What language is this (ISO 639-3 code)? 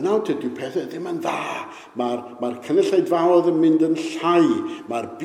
cym